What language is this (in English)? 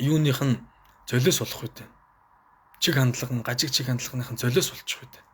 Mongolian